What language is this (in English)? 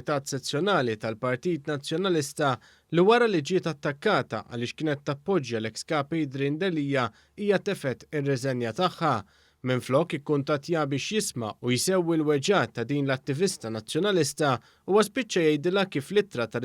Maltese